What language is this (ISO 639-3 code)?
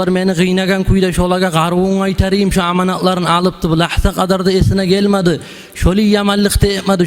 kum